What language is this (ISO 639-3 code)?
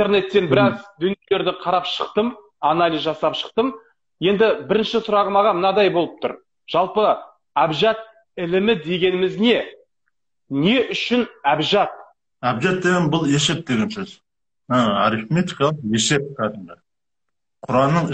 kaz